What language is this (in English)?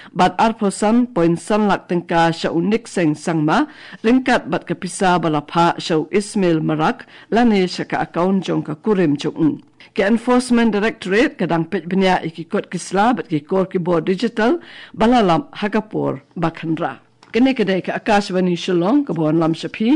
Khasi